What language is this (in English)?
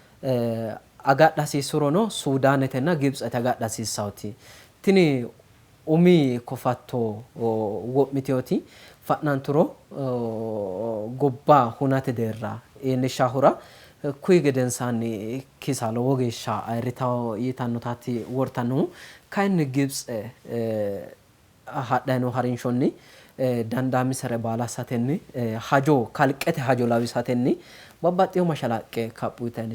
Sidamo